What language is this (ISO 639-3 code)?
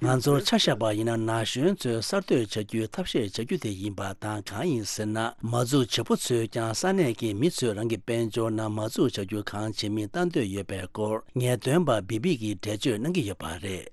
bod